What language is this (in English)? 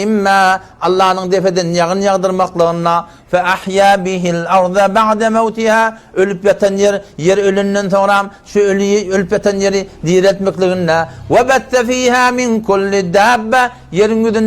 Turkmen